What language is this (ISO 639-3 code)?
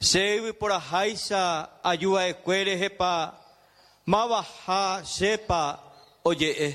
grn